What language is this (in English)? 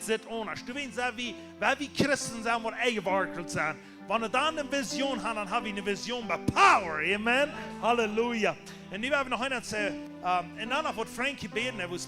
Plautdietsch